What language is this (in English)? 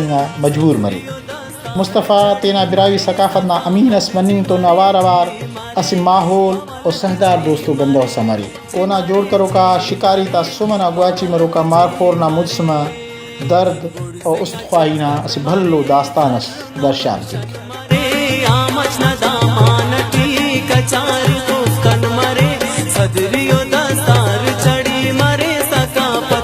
Brahui